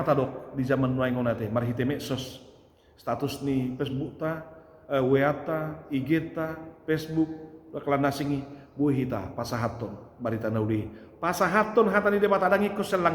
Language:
Batak Toba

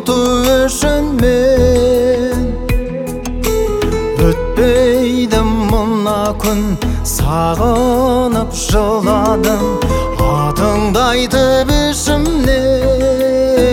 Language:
Kazakh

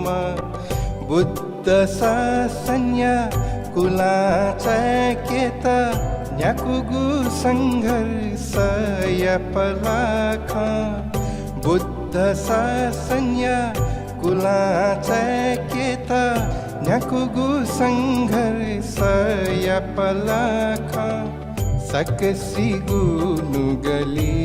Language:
Newari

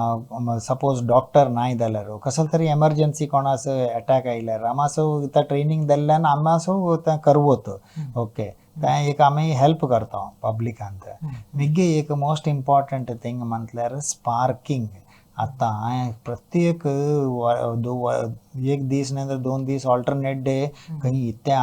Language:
Konkani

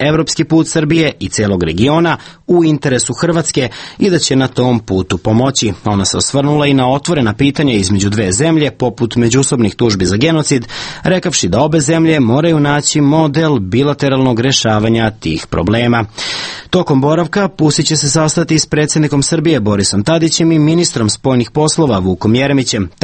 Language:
Serbian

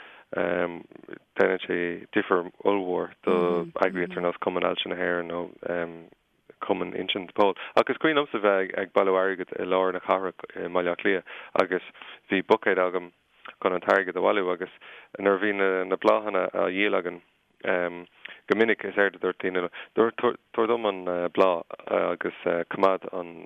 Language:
Irish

